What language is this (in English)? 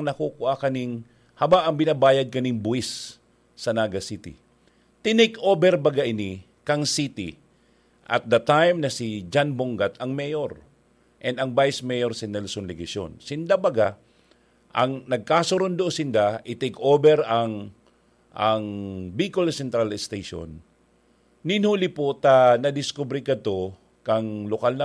Bikol